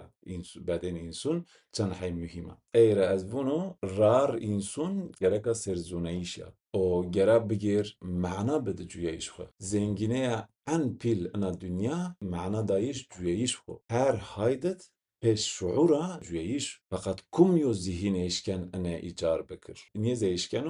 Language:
Zaza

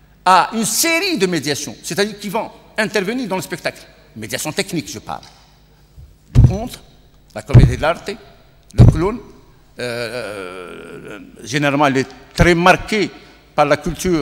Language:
French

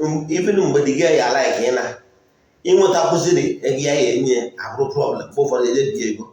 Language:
Igbo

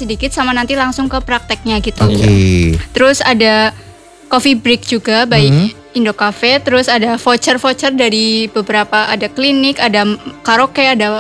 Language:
Indonesian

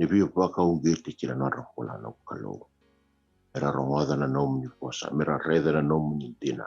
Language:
Fijian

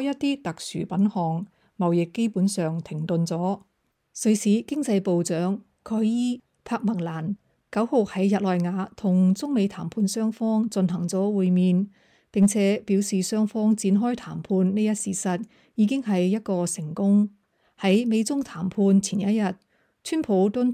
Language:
Cantonese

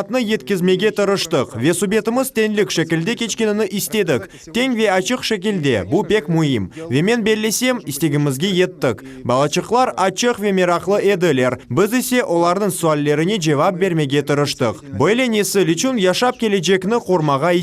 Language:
Crimean Tatar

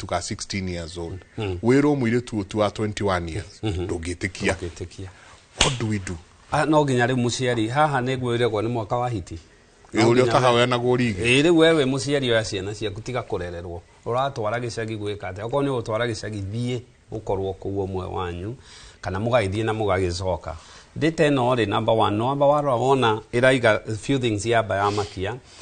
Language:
Kikuyu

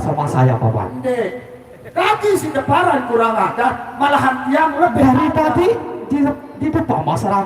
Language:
Sasak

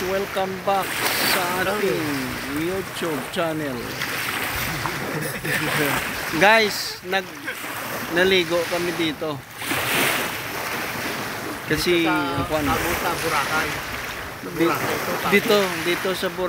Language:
Filipino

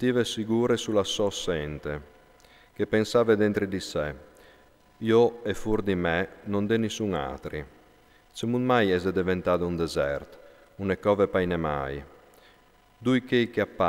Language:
Friulian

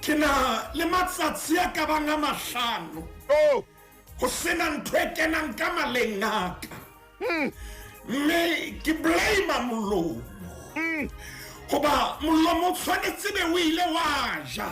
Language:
Southern Sotho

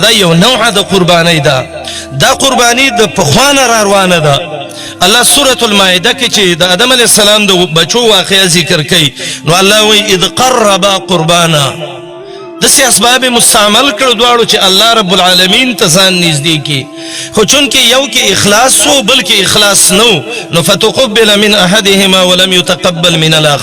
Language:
Pashto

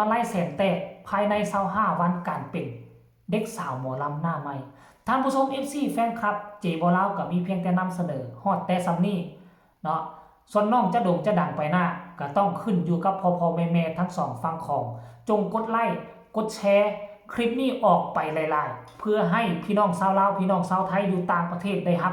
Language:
Northeastern Thai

